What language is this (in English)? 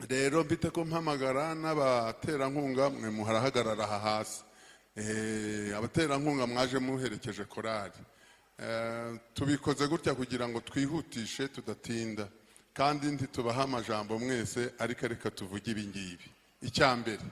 Kinyarwanda